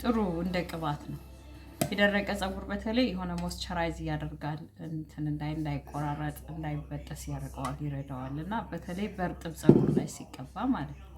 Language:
Amharic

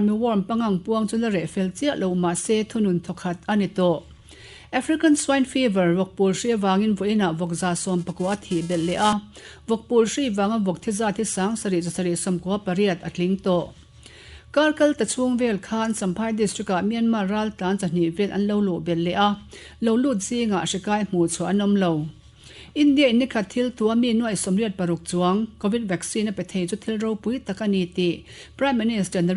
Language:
Mizo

